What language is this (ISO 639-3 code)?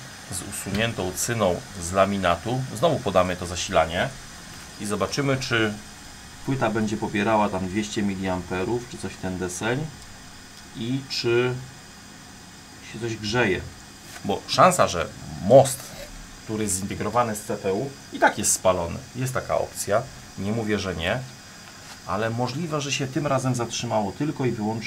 pol